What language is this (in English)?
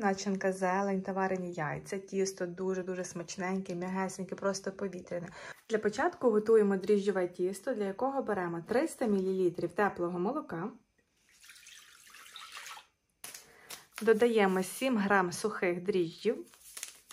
Ukrainian